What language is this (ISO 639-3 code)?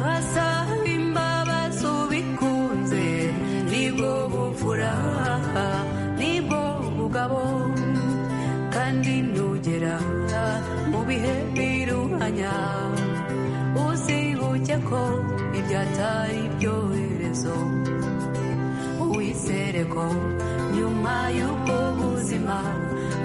kin